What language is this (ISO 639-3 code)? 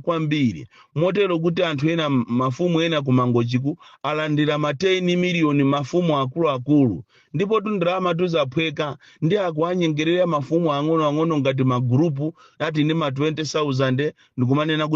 nya